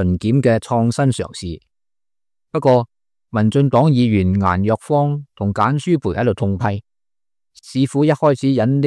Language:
Cantonese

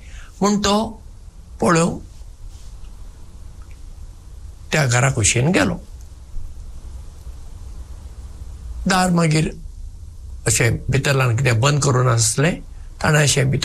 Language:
Konkani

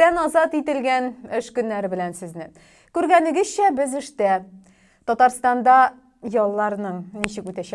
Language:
Tatar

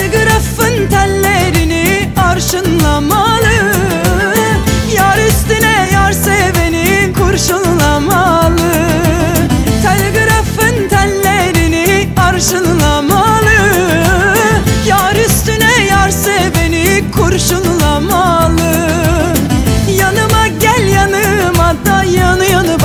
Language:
Turkish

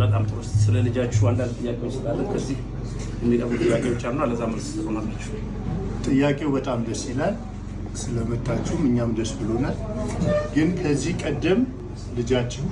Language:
Amharic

